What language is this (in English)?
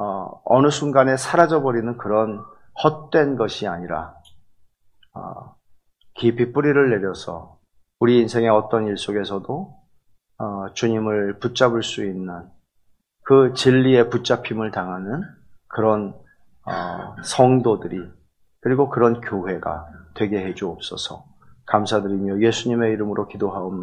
Korean